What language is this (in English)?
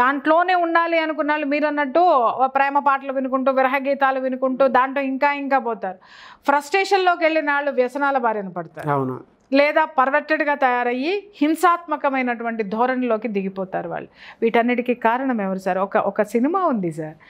Telugu